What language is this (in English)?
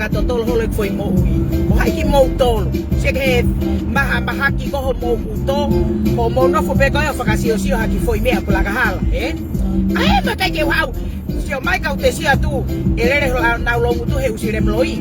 Tongan